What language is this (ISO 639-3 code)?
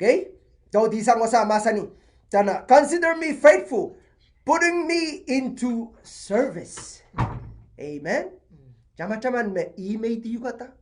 pon